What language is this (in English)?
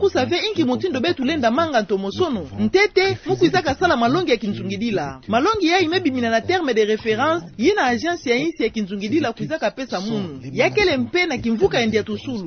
Kituba (Democratic Republic of Congo)